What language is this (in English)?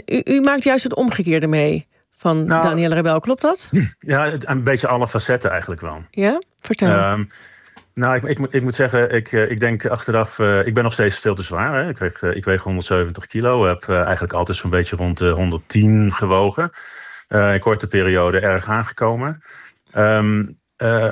Dutch